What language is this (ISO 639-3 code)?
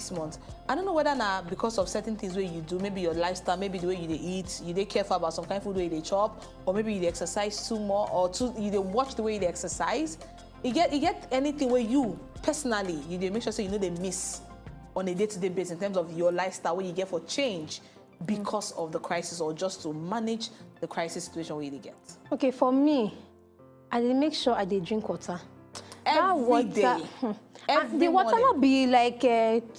pcm